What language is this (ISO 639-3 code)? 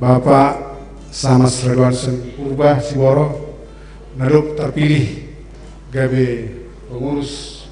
bts